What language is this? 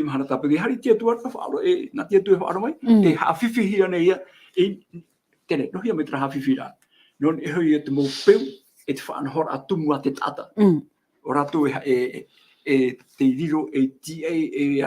Tahitian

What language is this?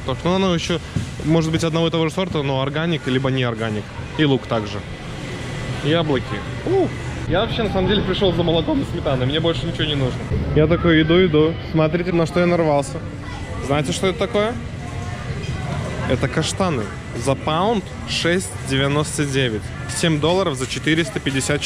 Russian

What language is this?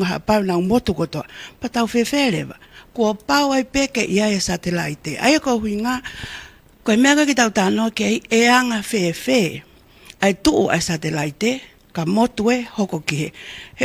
Tongan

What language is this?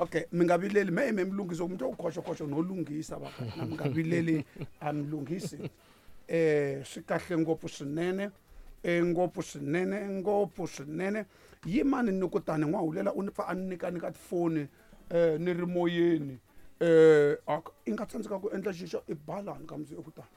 Tsonga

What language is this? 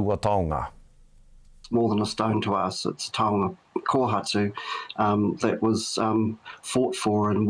Māori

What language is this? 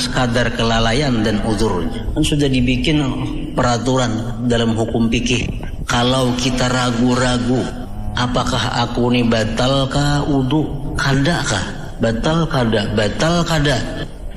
Banjar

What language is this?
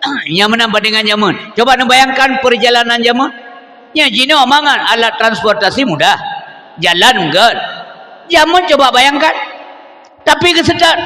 Achinese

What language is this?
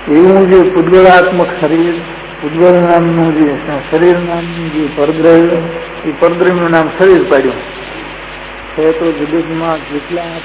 Gujarati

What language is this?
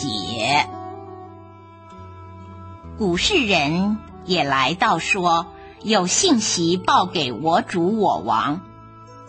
Chinese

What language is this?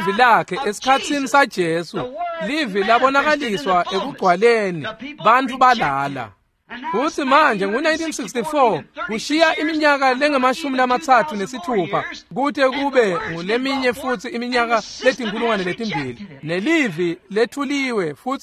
Swati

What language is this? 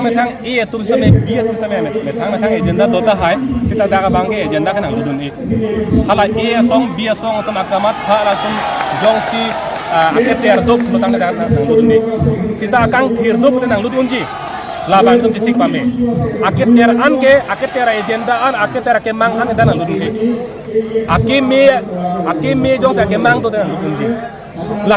Karbi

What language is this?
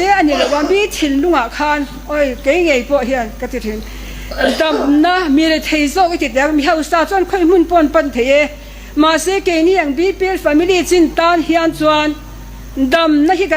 Mizo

